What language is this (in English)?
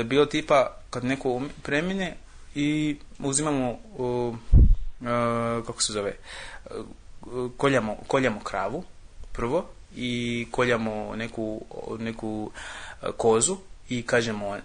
Serbian